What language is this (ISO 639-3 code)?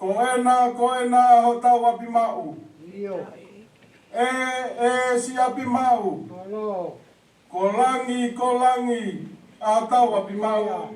ton